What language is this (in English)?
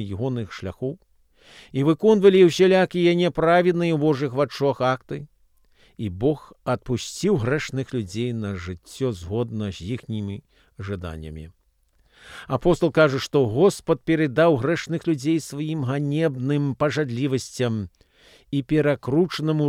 Belarusian